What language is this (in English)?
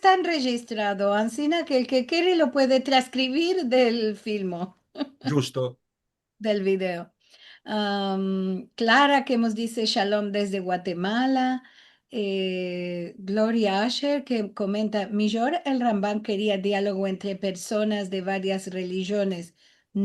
Ladino